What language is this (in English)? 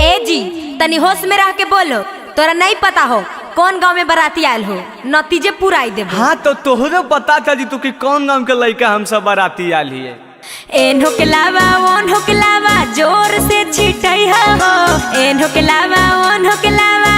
Magahi